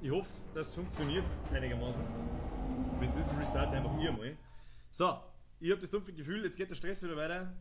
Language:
Bavarian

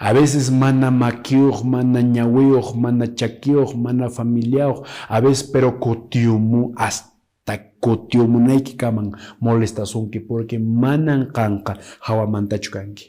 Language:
Quechua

